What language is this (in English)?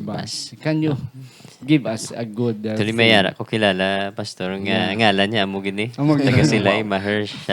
Hiligaynon